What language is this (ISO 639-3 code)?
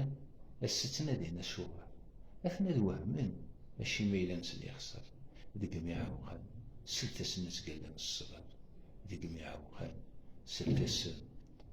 kab